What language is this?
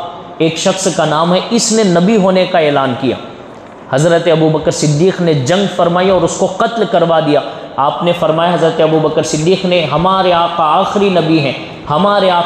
Urdu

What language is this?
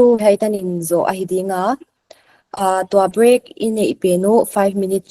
Paite Chin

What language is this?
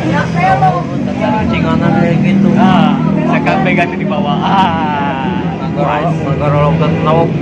Sundanese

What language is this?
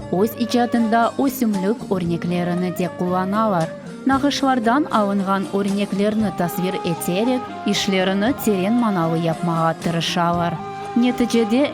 Crimean Tatar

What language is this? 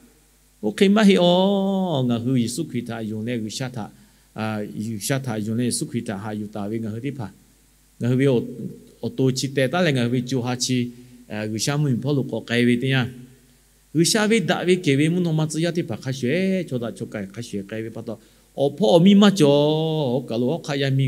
Lahu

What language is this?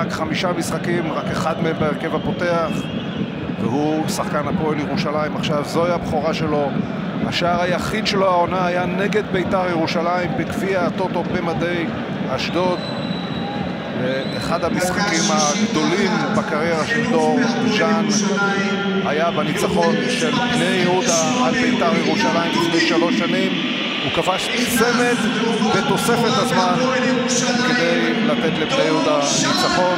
Hebrew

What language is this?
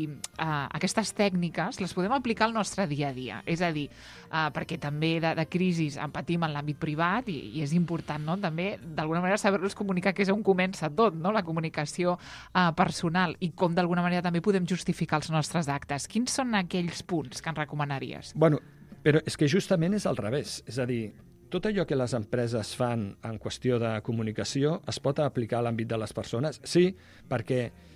Catalan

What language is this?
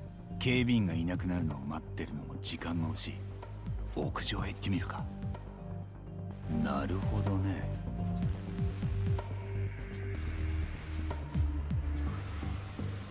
Japanese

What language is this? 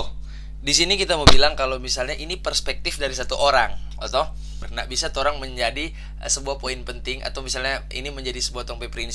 Manado Malay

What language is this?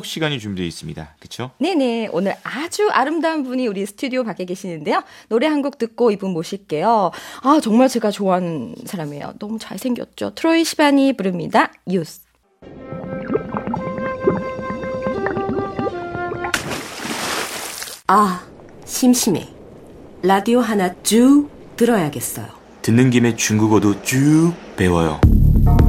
Korean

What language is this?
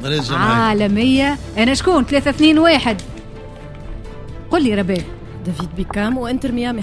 Tunisian Arabic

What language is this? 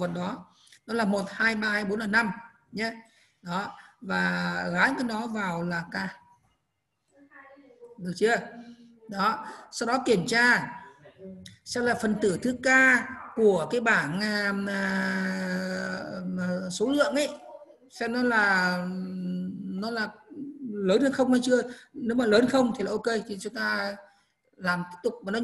Vietnamese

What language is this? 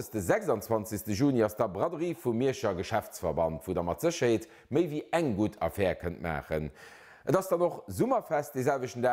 Luxembourgish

